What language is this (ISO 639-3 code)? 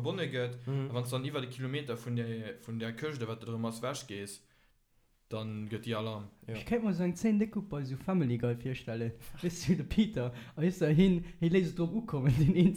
ltz